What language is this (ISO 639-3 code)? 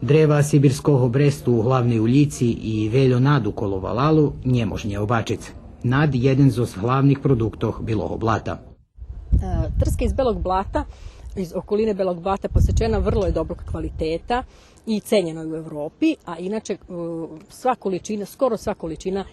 rue